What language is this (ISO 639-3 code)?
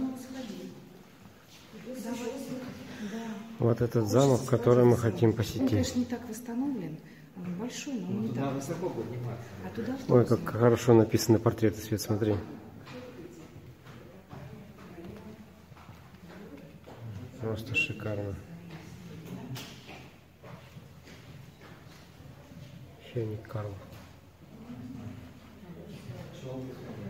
rus